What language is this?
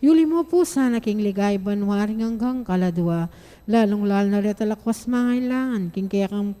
Pampanga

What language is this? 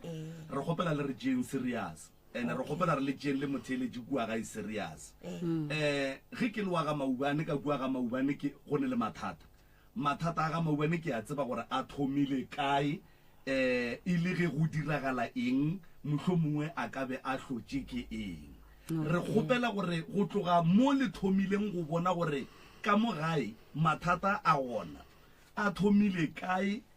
Northern Sotho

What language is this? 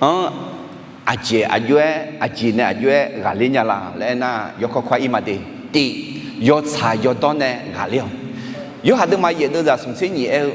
Akha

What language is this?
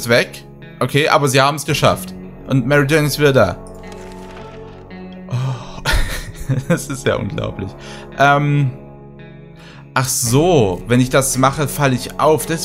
German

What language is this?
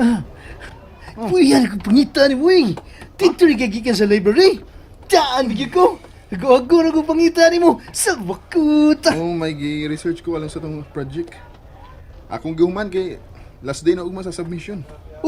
Cebuano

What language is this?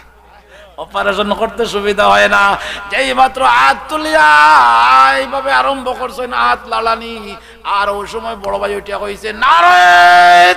Sylheti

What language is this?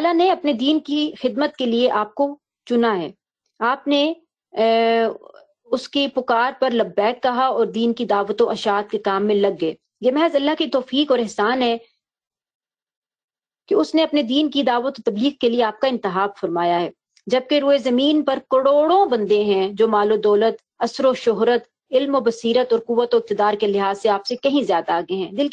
Urdu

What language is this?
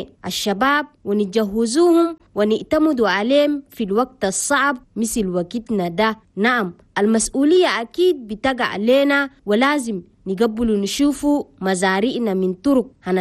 Chadian Arabic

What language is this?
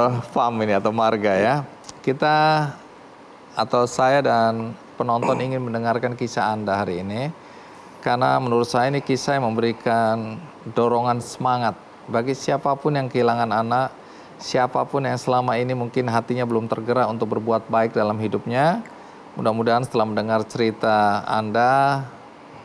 Indonesian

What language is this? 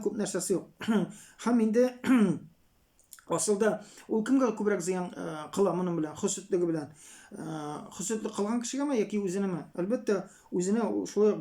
Tatar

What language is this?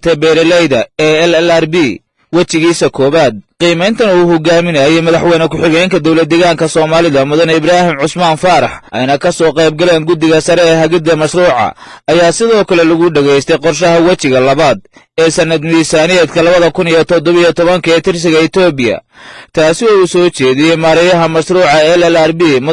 Somali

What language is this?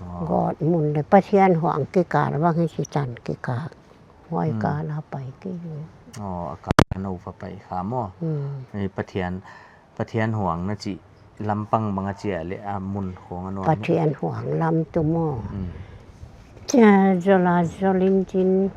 Paite Chin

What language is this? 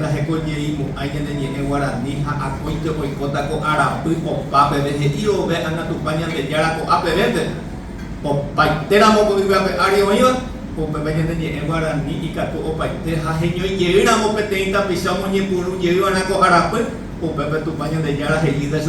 Guarani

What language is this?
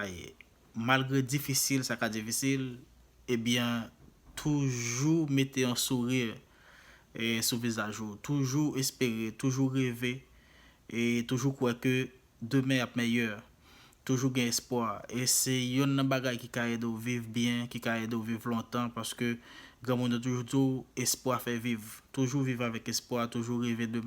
Haitian Creole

